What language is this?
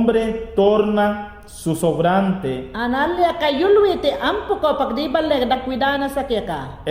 Mayangna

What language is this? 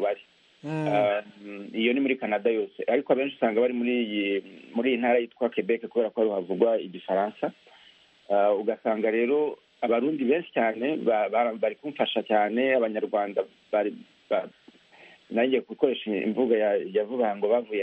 Kinyarwanda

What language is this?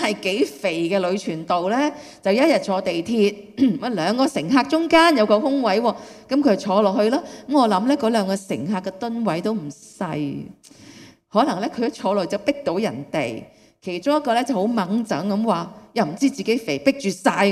Cantonese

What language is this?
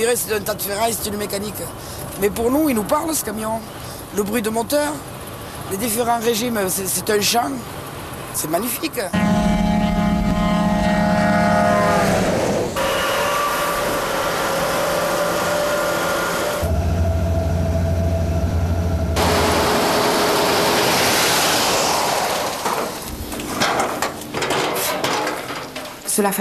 French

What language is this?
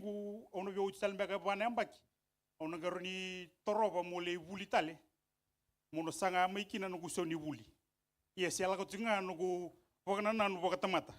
Fijian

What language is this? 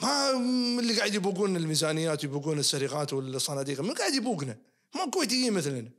Najdi Arabic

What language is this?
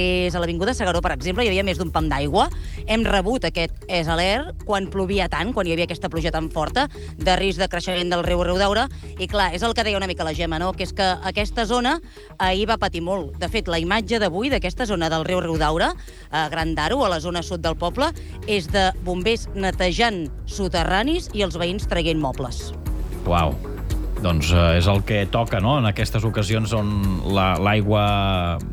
Catalan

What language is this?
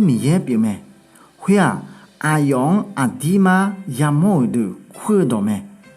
Akha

